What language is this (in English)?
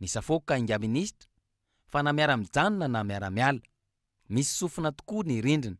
Malagasy